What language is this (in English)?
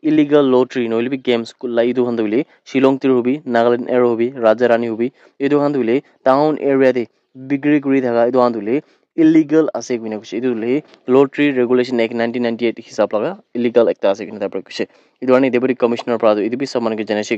Naga Pidgin